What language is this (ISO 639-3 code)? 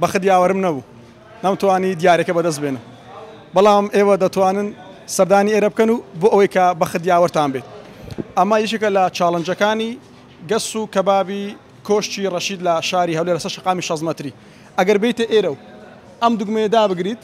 ckb